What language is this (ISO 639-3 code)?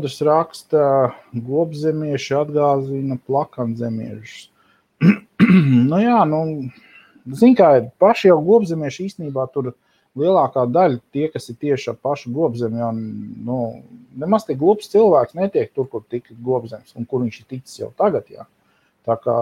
lav